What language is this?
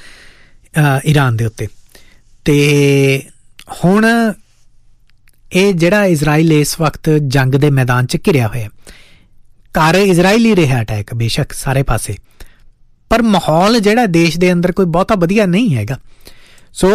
Punjabi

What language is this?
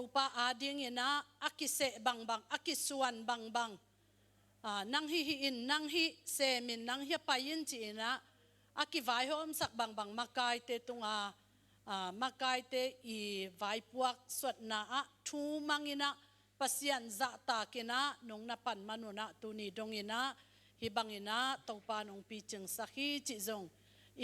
Tedim Chin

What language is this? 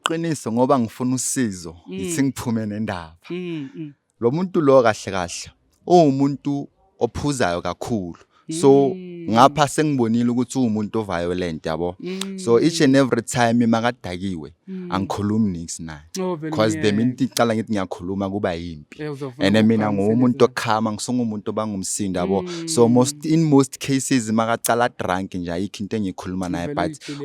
Zulu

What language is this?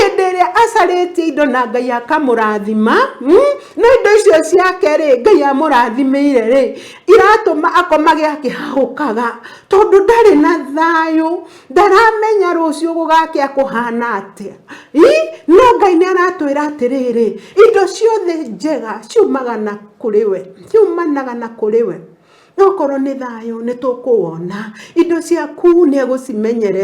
Kikuyu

